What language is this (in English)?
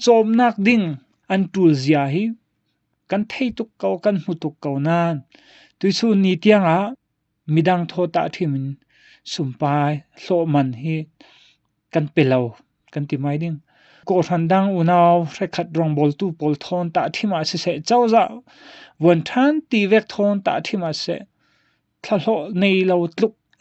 Falam Chin